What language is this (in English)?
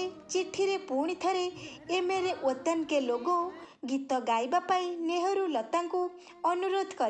Odia